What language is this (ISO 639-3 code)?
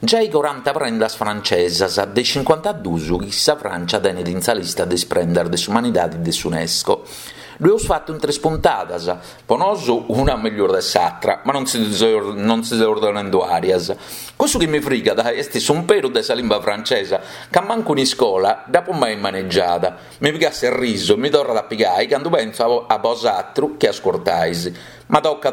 srd